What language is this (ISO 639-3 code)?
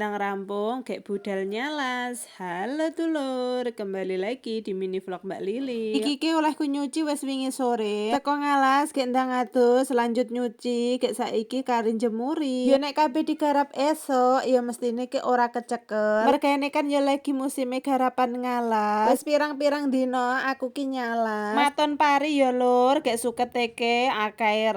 jav